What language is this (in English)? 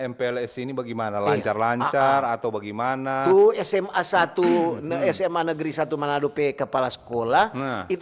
Manado Malay